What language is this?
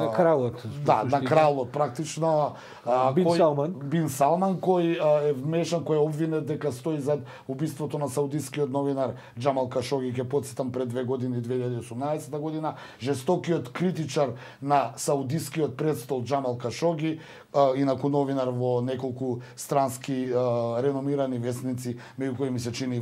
Macedonian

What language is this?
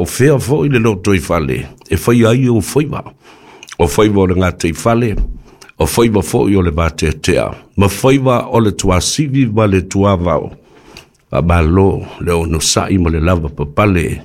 Samoan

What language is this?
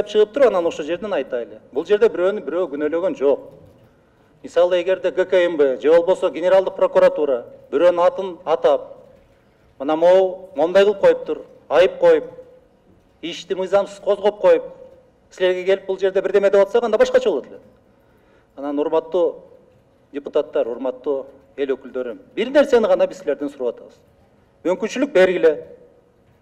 Kyrgyz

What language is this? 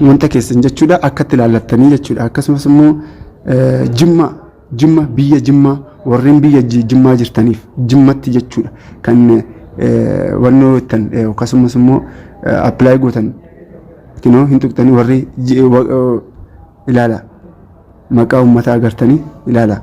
Oromo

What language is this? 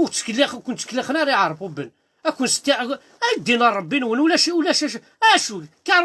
Kabyle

